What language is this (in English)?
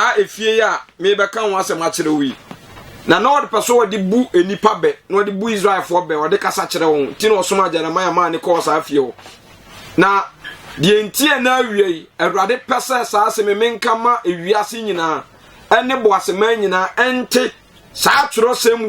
Akan